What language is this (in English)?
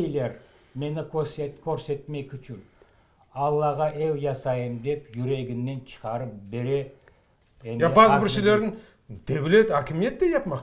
Crimean Tatar